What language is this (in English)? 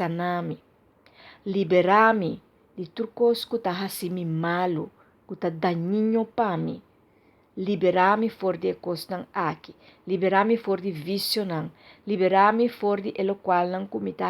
Papiamento